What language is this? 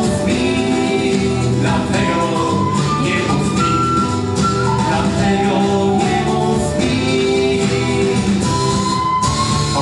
Polish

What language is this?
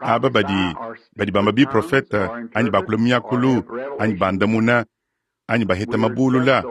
Luba-Lulua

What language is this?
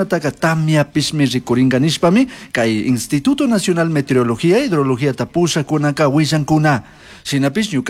Chimborazo Highland Quichua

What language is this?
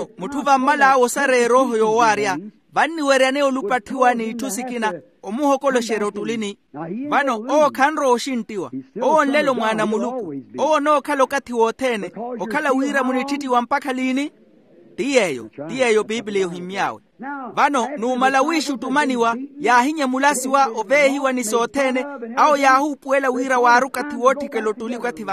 Makhuwa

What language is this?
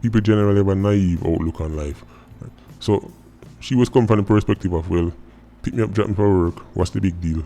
Jamaican Creole English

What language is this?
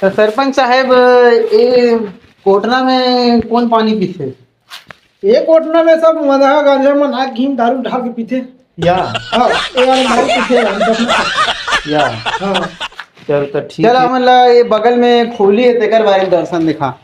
Chhattisgarhi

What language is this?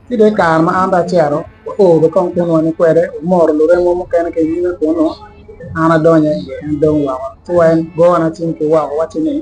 Acoli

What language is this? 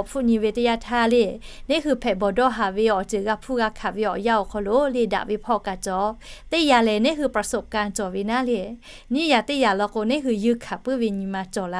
Lahu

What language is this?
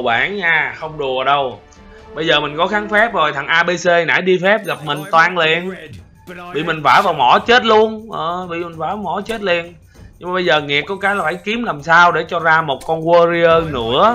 Vietnamese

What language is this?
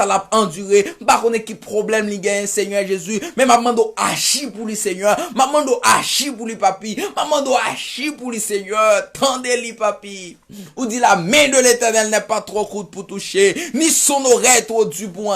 Haitian Creole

